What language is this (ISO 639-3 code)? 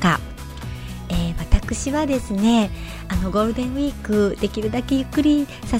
jpn